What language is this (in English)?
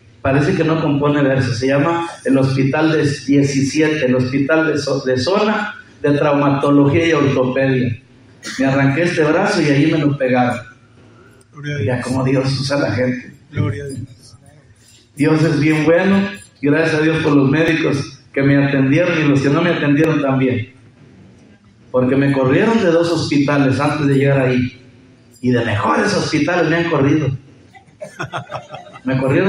Spanish